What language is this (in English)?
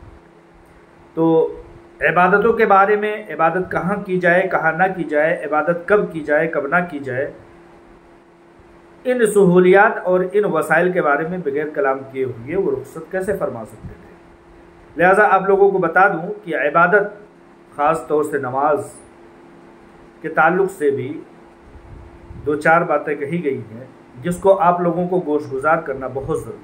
Urdu